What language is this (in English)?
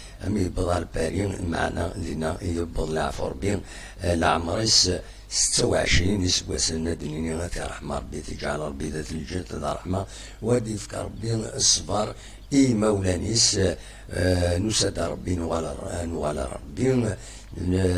Kabyle